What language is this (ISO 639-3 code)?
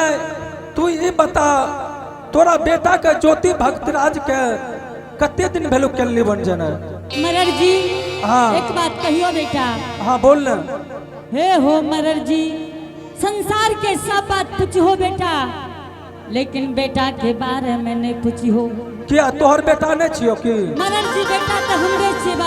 anp